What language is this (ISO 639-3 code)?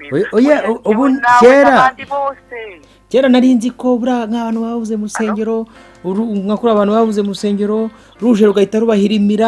kin